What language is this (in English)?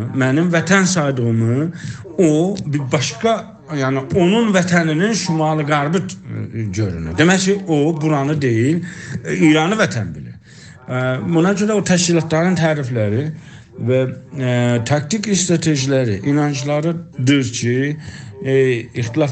South Azerbaijani